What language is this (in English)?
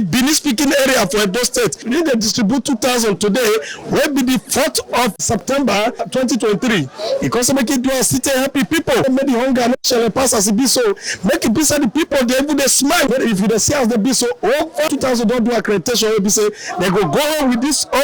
Nigerian Pidgin